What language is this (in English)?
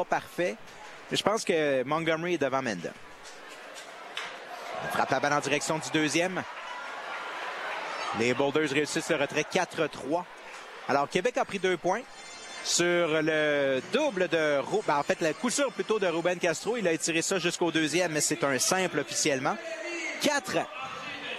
French